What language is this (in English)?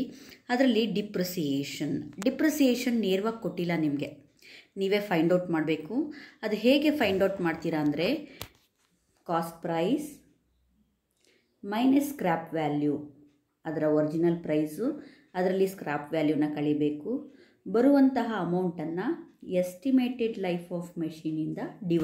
Kannada